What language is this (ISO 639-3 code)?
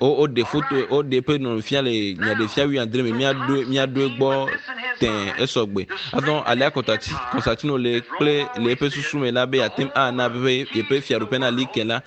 ewe